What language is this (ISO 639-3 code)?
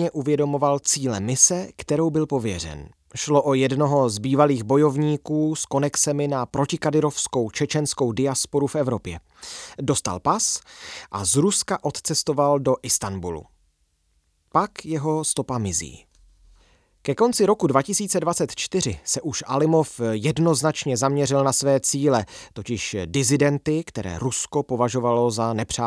ces